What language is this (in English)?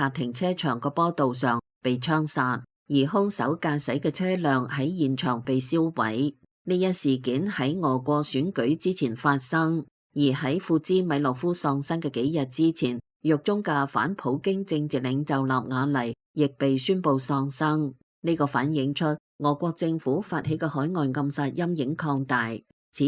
Cantonese